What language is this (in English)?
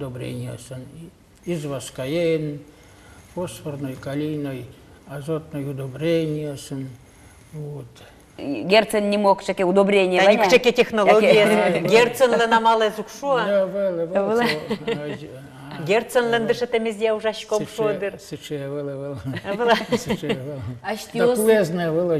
Udmurt